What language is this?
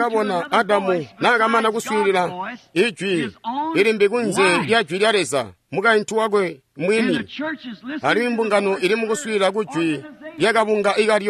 Tonga (Zambia)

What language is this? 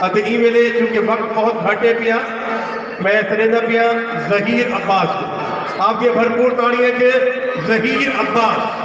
Saraiki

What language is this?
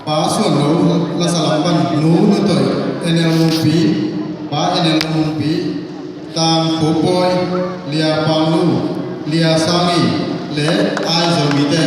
Tedim Chin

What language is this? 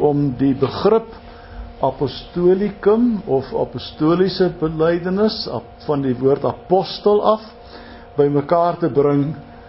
Afrikaans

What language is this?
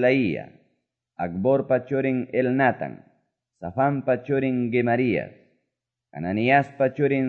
Quechua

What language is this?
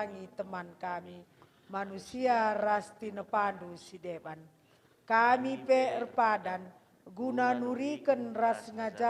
Batak Karo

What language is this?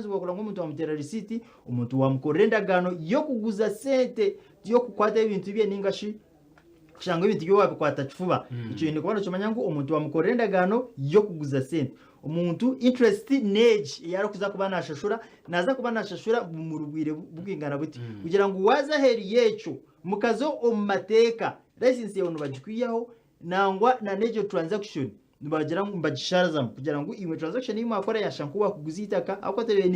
Nyankole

